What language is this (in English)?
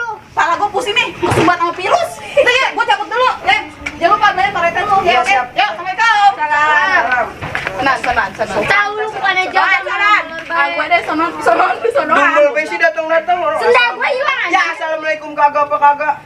Betawi